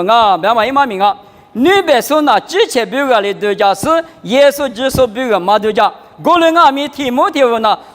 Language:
Lisu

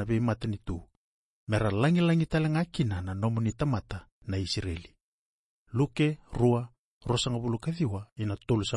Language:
Fijian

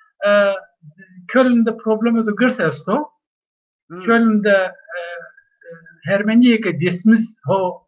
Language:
Zaza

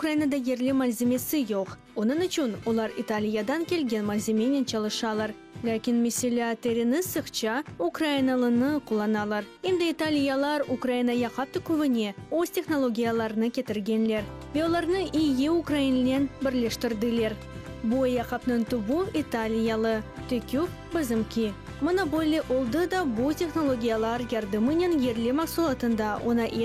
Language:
Crimean Tatar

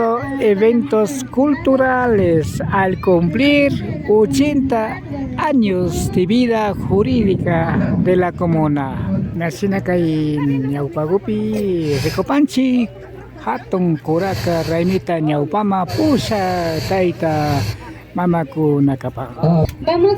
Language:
Imbabura Highland Quichua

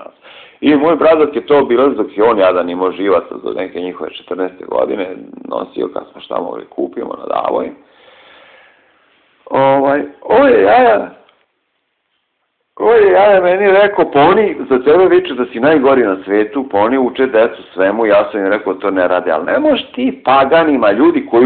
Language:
Serbian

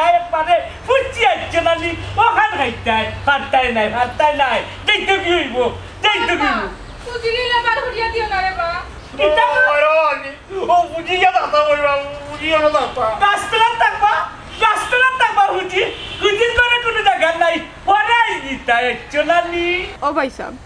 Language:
Sylheti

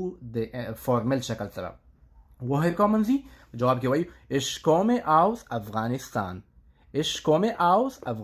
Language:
Pashto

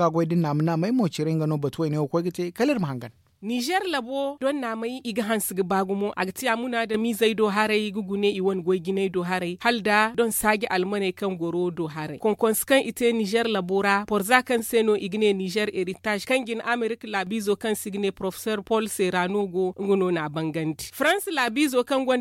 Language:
Zarma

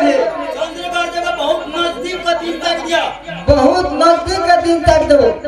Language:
Maithili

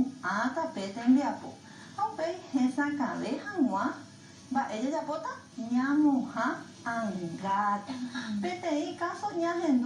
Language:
Guarani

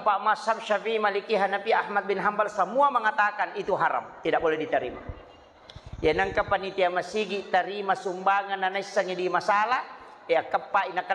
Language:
Buginese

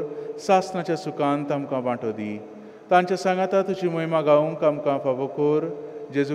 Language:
Konkani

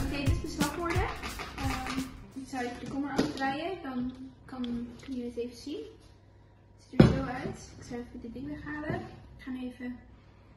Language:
Dutch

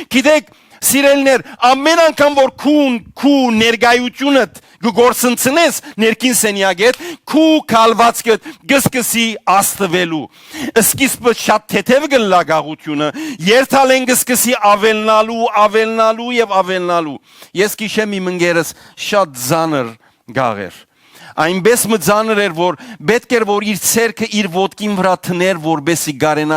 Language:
Western Armenian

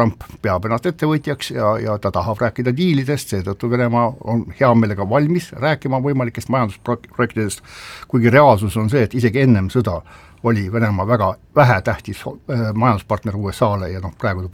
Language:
Estonian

